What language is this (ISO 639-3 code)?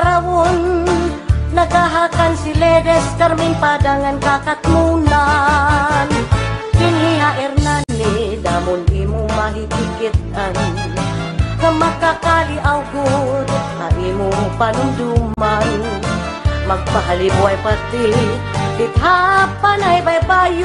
war